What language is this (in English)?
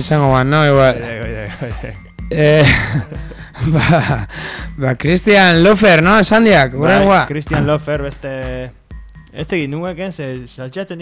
Basque